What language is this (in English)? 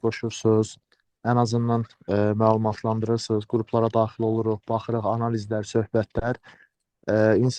Azerbaijani